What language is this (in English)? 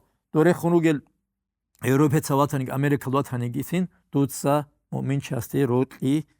Avaric